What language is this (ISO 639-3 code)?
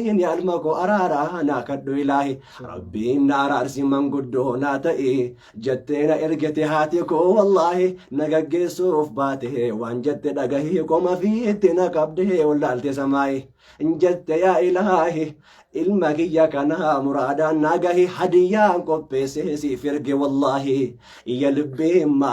orm